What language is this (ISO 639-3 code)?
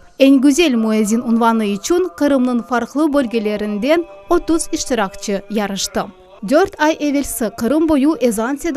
crh